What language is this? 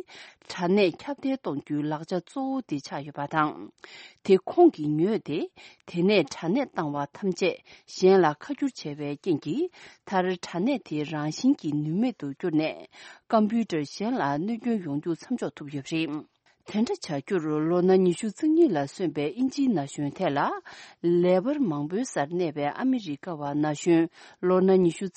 Tibetan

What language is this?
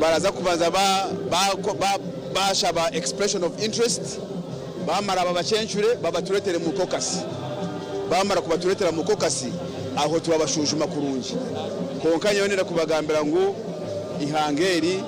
Nyankole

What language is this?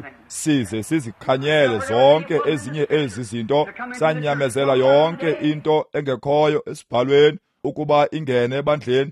Xhosa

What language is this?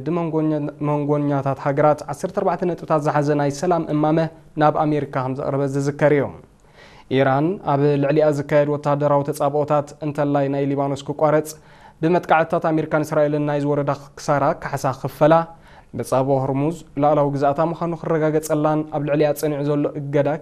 Tigrinya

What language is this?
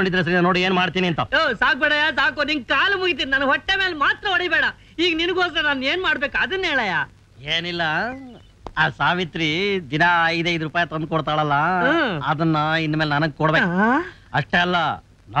Kannada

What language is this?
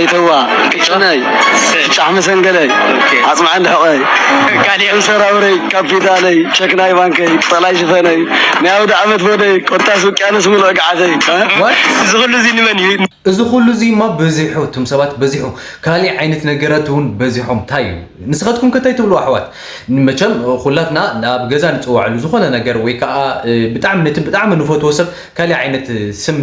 Tigrinya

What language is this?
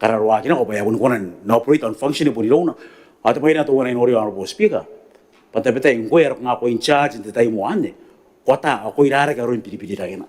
Gilbertese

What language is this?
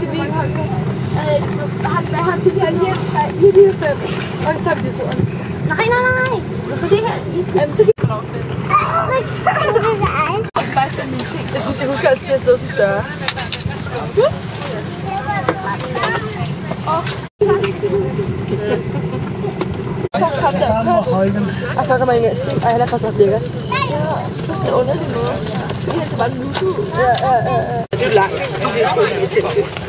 Danish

